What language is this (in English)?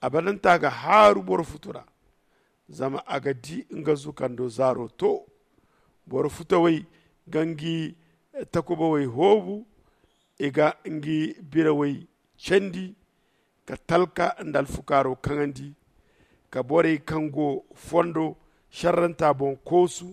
Zarma